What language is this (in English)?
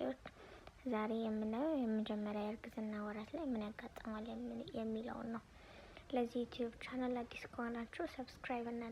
Amharic